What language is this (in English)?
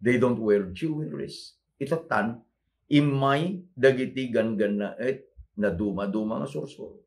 Iloko